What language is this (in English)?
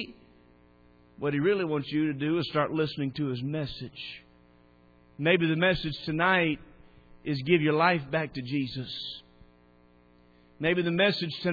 English